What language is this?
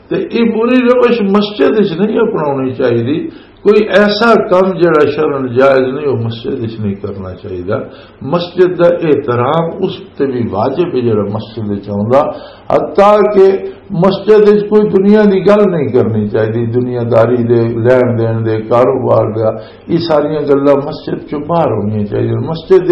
Western Panjabi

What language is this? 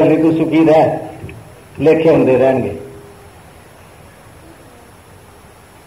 Punjabi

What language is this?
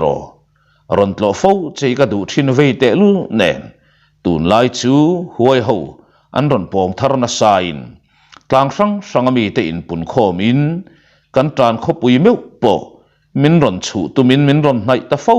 Mizo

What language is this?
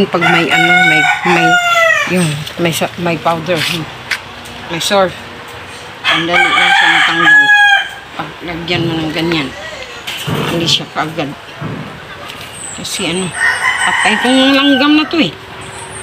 Filipino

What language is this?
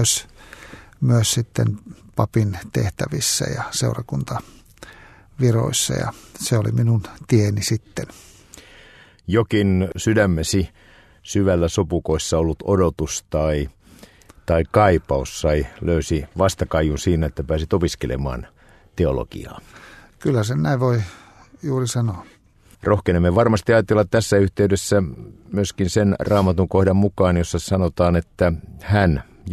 Finnish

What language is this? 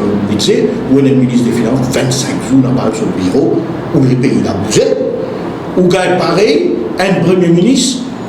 Morisyen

